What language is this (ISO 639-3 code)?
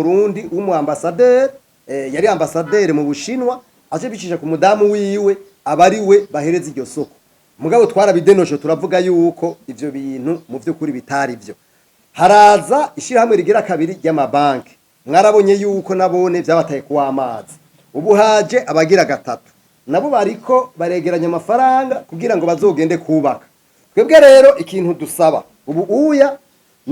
run